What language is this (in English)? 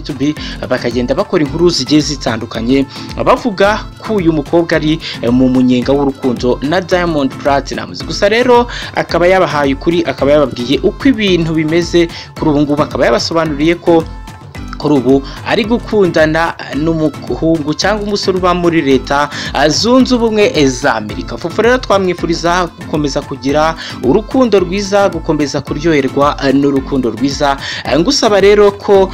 Kinyarwanda